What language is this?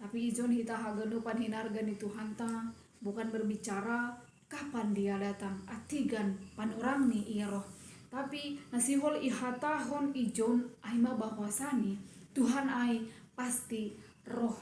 Batak Simalungun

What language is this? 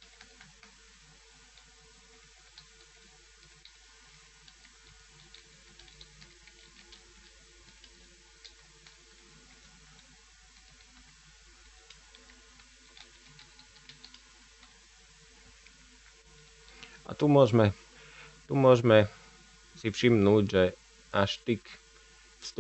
Slovak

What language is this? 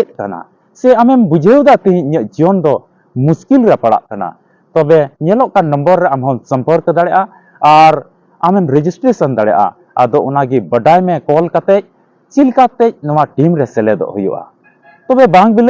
Santali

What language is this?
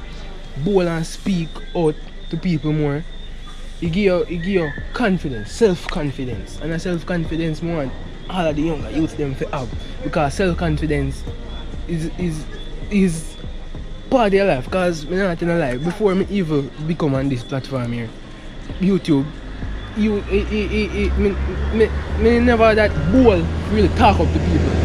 Jamaican Creole English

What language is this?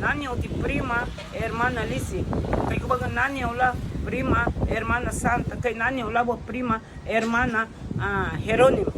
Garifuna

